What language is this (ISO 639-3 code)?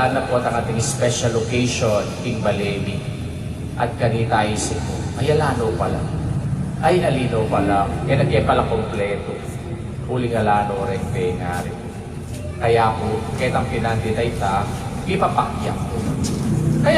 pam